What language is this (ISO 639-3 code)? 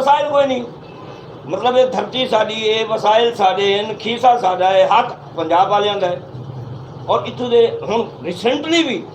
skr